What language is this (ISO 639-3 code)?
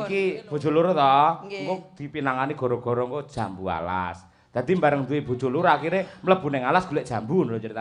jav